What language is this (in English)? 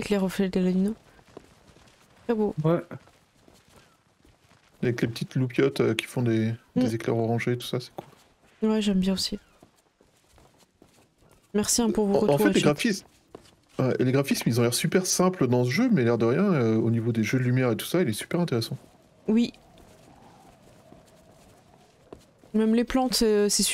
French